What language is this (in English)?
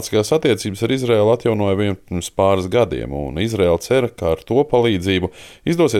Latvian